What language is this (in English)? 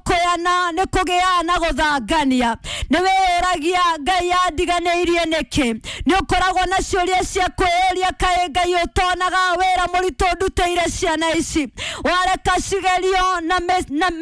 Kikuyu